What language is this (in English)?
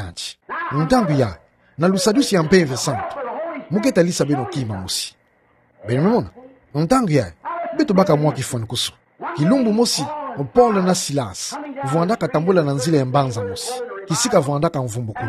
Kituba (Democratic Republic of Congo)